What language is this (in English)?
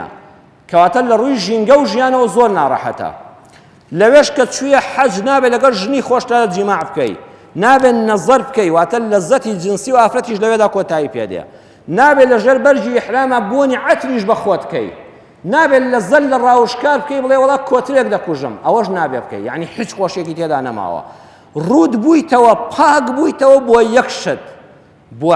Central Kurdish